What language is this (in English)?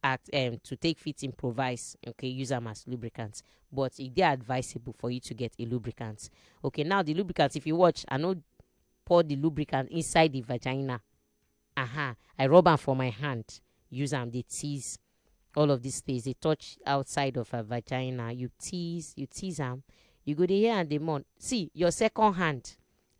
Nigerian Pidgin